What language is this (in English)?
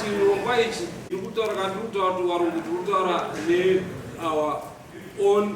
Shona